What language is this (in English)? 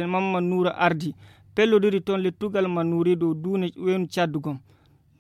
Nigerian Fulfulde